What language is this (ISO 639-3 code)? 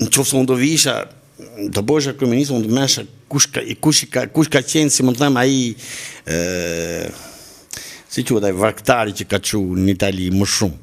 sqi